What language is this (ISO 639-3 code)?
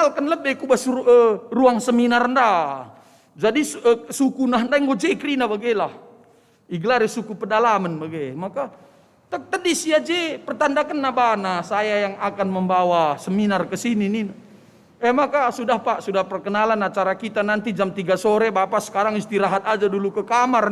btx